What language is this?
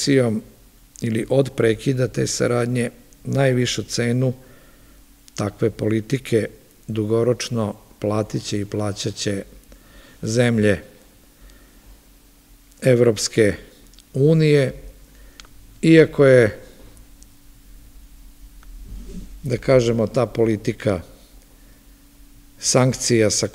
Serbian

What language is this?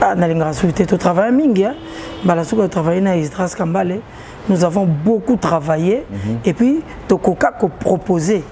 Lingala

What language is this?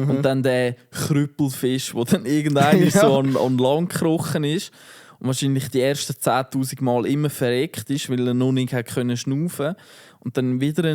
Swiss German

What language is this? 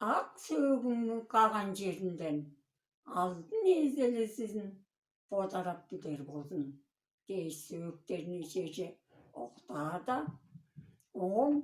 Tuvinian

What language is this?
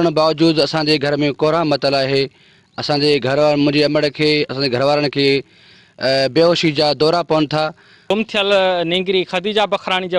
Sindhi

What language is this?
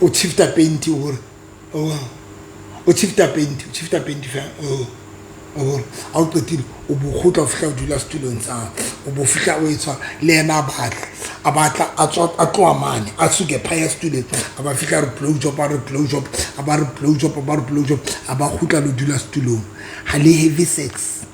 Southern Sotho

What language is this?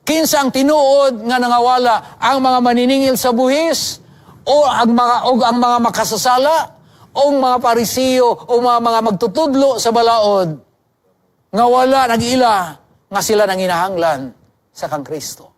Cebuano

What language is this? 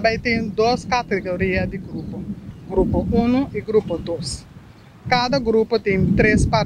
Papiamento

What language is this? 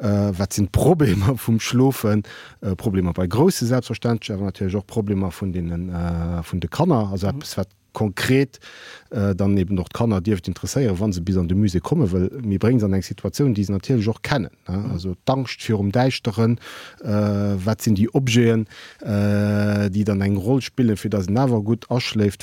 Luxembourgish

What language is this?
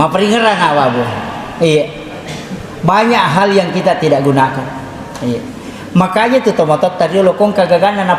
Buginese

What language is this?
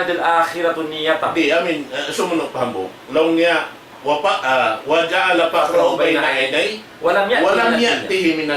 Tausug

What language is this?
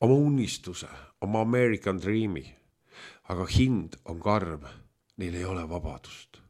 Estonian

